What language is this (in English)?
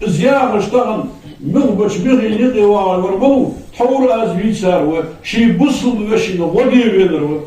Ingush